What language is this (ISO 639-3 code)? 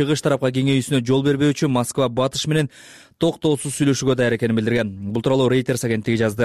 kir